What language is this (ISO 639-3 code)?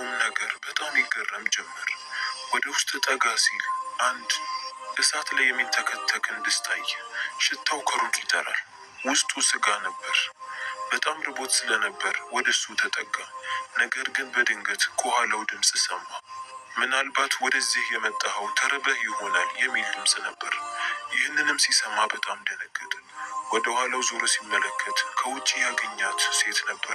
amh